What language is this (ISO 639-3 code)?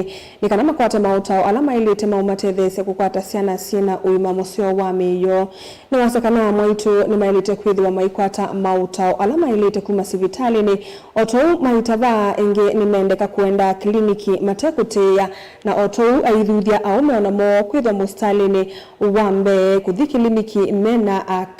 kam